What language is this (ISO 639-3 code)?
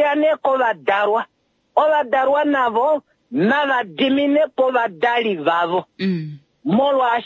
kua